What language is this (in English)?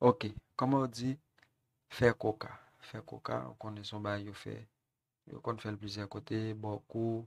Haitian Creole